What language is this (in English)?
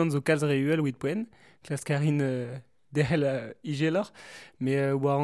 Breton